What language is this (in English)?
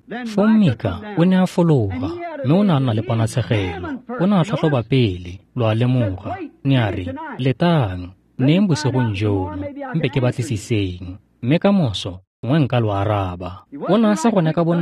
Tswana